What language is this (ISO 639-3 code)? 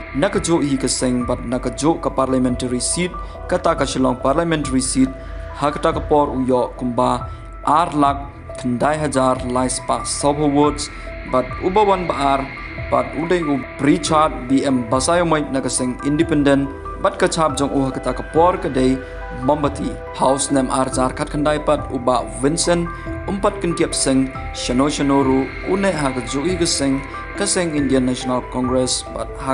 kha